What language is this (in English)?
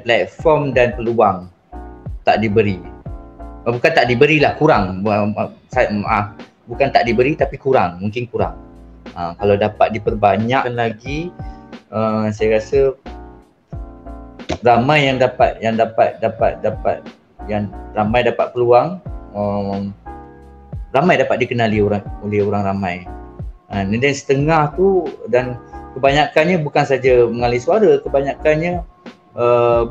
Malay